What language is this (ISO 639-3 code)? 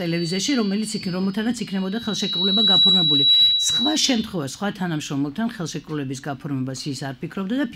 kat